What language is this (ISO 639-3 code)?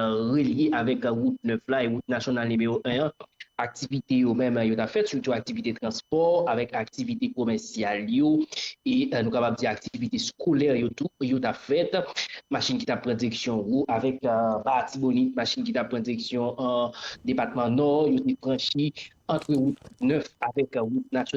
hat